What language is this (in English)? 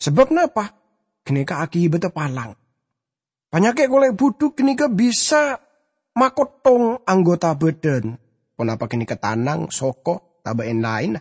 Madurese